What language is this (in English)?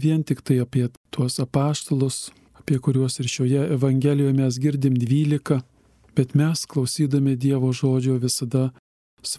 Lithuanian